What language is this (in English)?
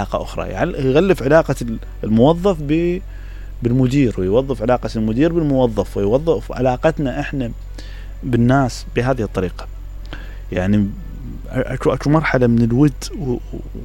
Mesopotamian Arabic